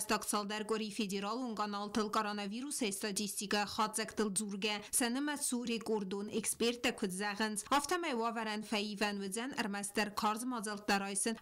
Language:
Ossetic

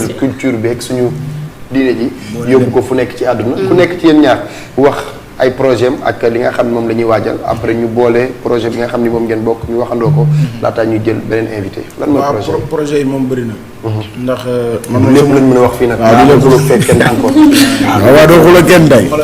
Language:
Wolof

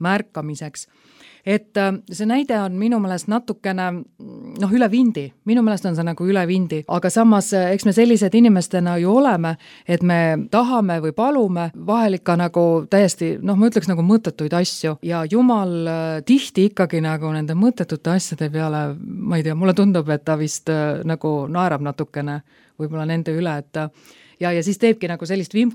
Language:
Estonian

